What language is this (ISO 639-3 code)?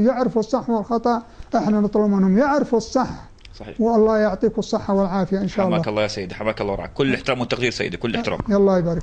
ajp